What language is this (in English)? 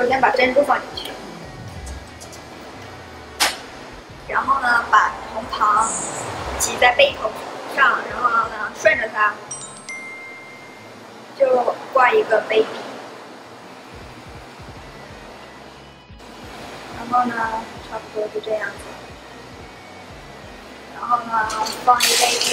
Chinese